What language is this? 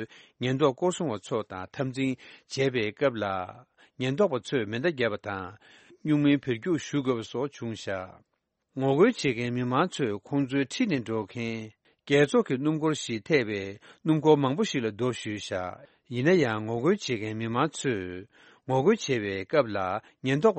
Tibetan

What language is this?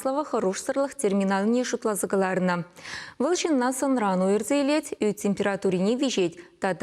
Chuvash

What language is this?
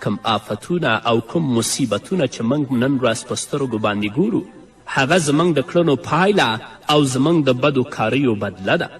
Pashto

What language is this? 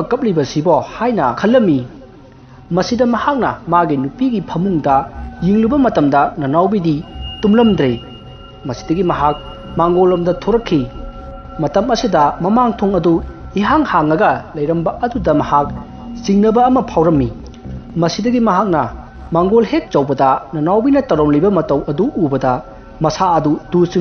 Manipuri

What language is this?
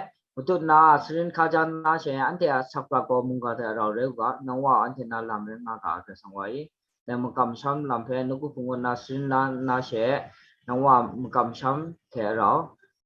Kachin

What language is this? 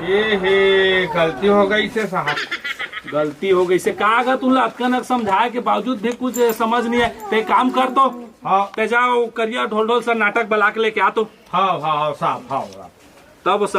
Chhattisgarhi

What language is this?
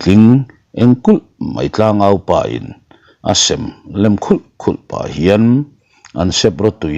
Mizo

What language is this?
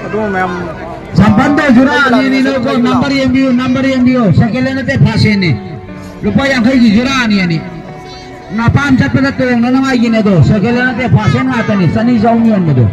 Manipuri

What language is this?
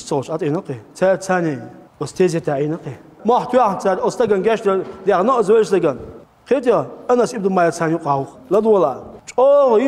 Chechen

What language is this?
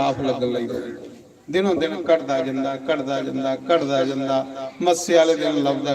Dogri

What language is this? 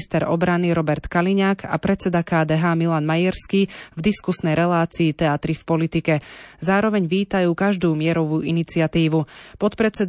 Slovak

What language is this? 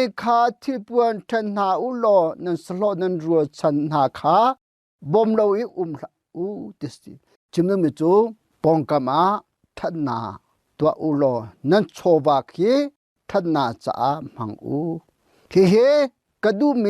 Hakha Chin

